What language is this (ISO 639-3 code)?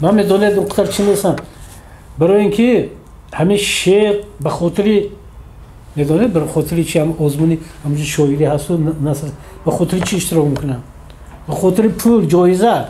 tgk